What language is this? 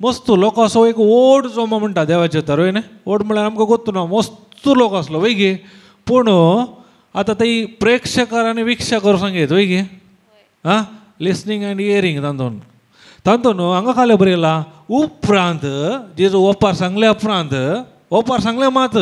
Konkani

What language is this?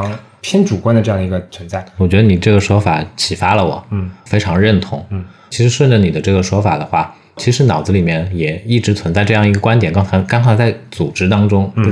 Chinese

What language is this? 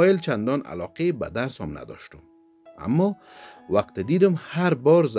Persian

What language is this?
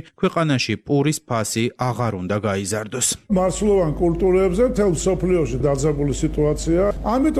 Georgian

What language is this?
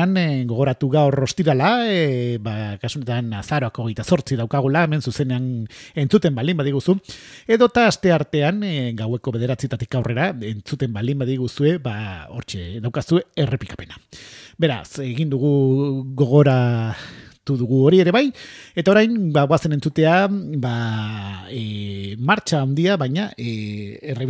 Basque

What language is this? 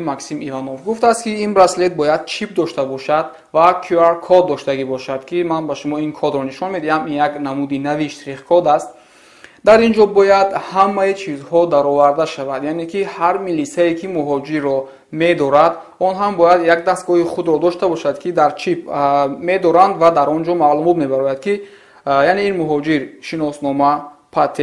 Tajik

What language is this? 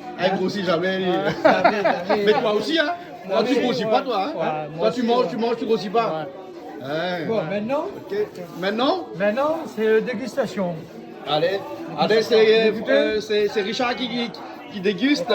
Réunion Creole French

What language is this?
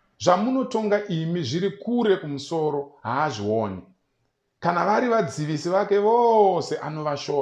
Shona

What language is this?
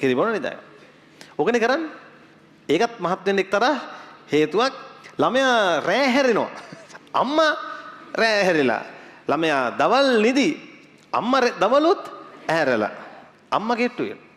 Sinhala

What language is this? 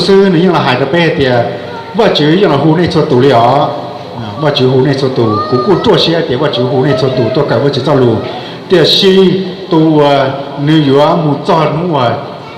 Hmong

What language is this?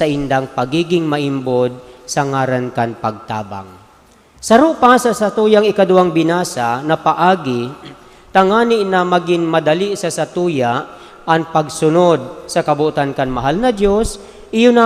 Bikol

